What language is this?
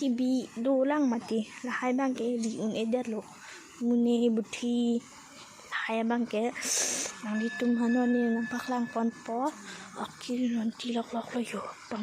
Karbi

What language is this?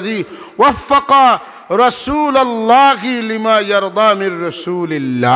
Sylheti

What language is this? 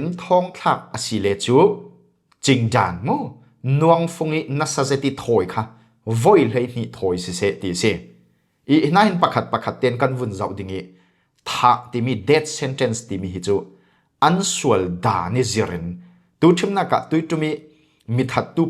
Falam Chin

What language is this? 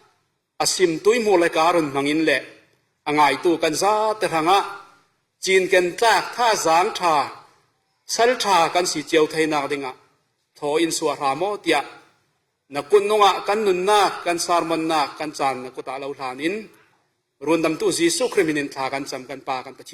Falam Chin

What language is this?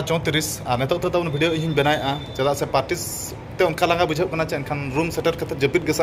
Santali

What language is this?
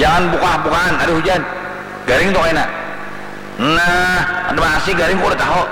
Banjar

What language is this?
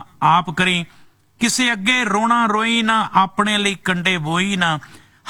Punjabi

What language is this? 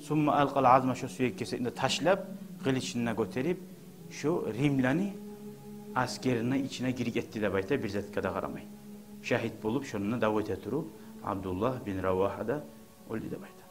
Kumyk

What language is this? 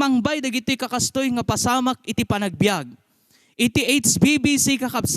Iloko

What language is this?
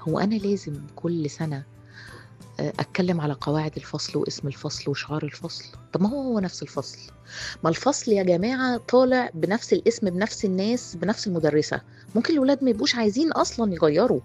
Egyptian Arabic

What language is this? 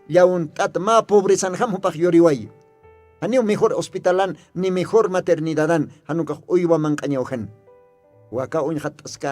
Aymara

